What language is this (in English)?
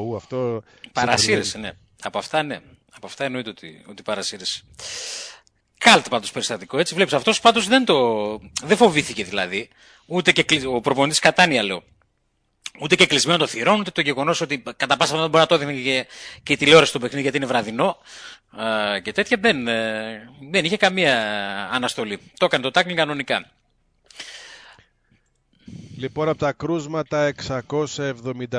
Greek